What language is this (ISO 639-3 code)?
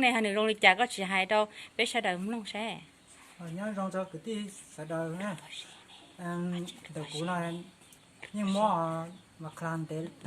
hmn